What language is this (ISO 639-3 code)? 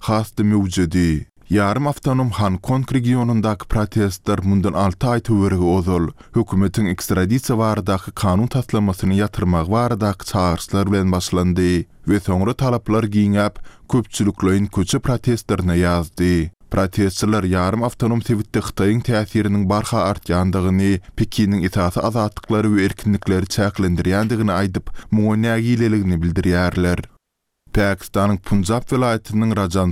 tuk